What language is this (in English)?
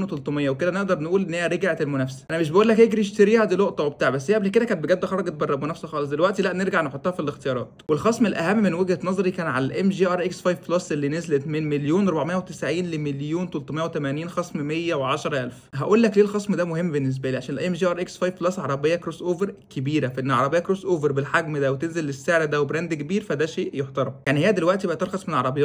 Egyptian Arabic